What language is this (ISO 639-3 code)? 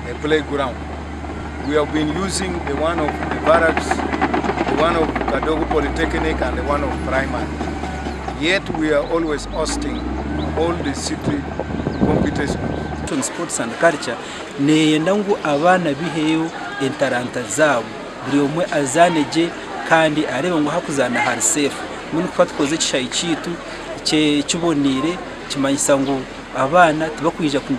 nyn